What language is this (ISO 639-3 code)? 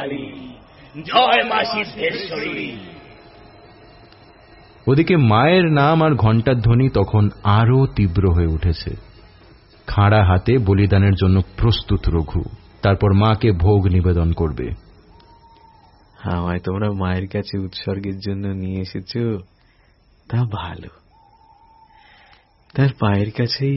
ben